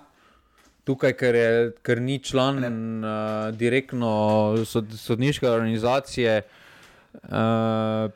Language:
Slovenian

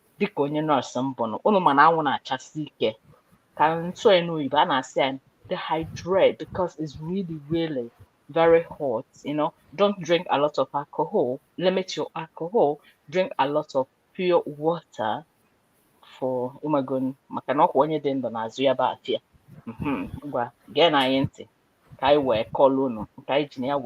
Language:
Igbo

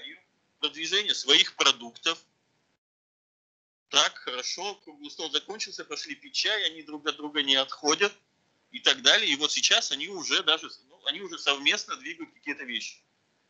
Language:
Russian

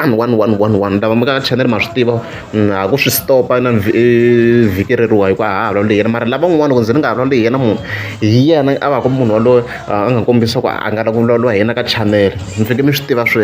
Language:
Tsonga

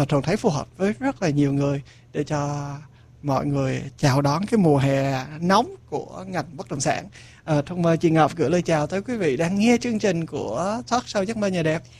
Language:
Vietnamese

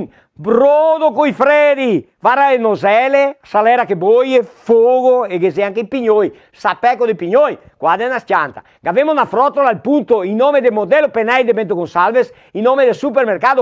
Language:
Venetian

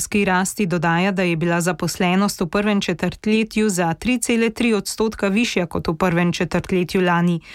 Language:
Slovenian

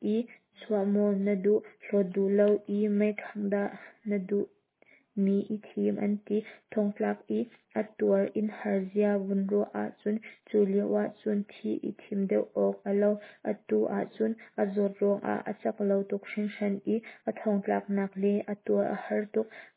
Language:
Hakha Chin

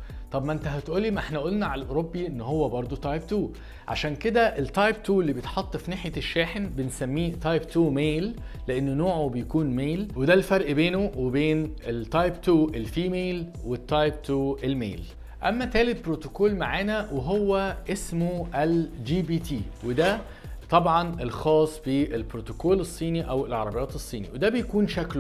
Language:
Egyptian Arabic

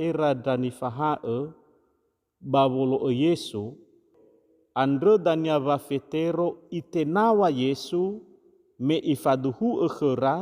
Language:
Nias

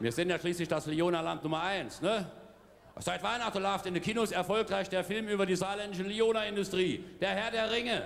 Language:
Palatine German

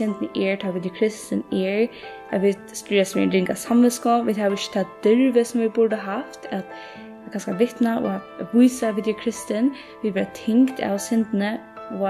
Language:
Faroese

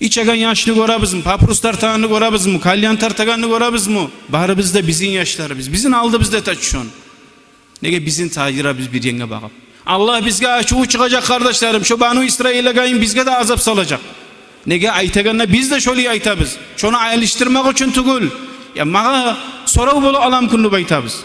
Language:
Kumyk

